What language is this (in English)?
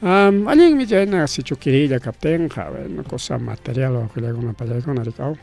Ayacucho Quechua